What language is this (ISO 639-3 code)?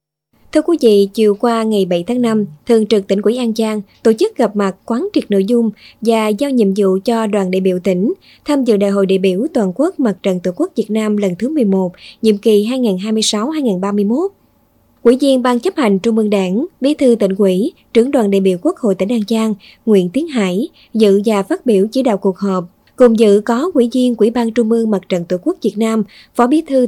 vie